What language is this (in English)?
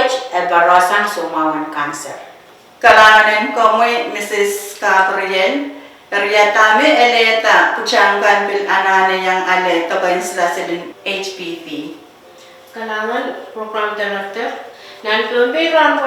Pohnpeian